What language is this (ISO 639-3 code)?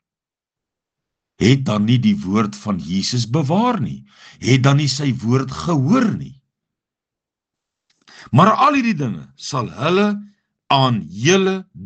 afr